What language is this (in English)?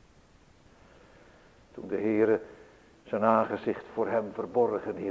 Dutch